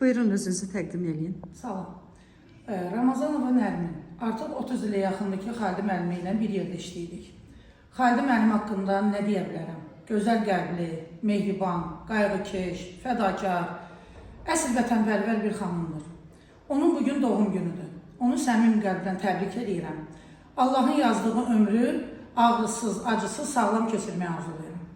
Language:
Azerbaijani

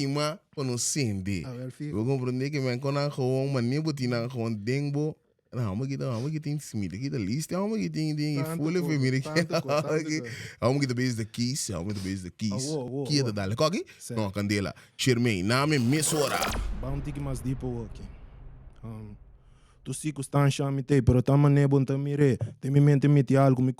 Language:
Papiamento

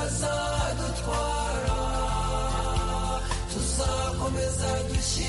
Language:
Kinyarwanda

